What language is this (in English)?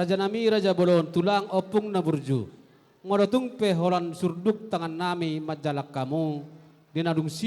Batak Toba